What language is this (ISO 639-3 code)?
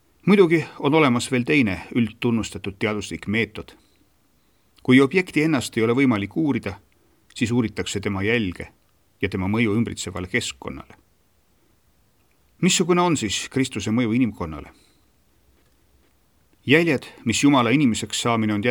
est